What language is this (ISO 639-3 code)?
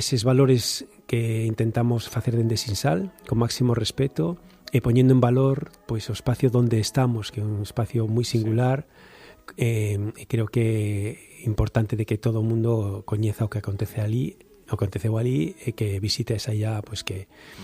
glg